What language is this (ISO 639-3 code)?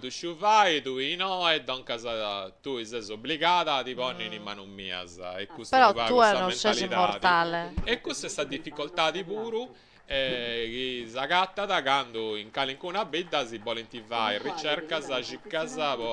srd